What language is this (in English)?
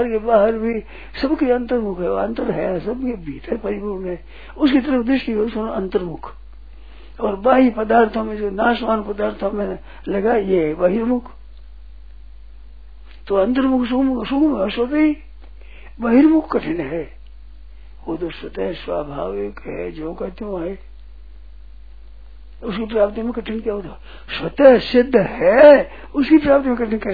Hindi